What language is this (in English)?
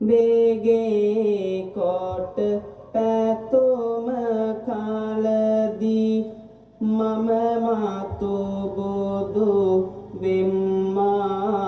Sinhala